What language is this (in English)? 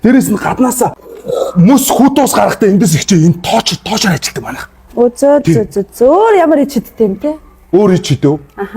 Mongolian